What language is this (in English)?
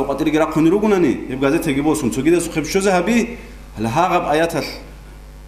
Avaric